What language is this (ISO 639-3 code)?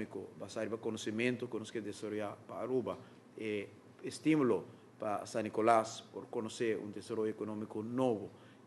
pap